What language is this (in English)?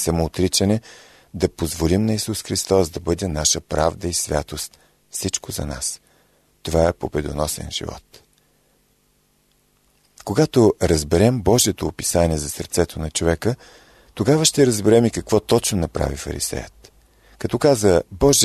Bulgarian